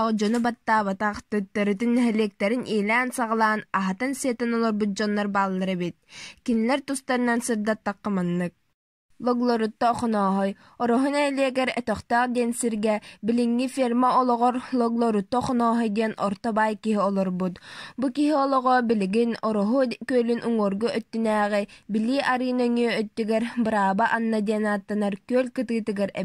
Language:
Yakut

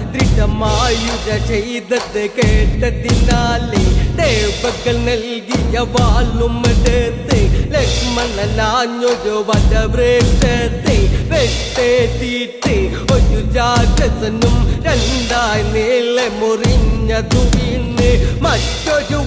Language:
Malayalam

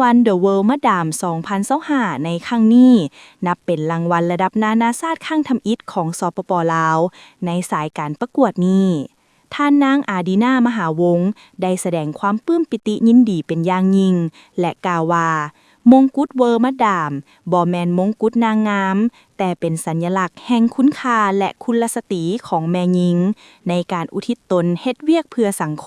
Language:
Lao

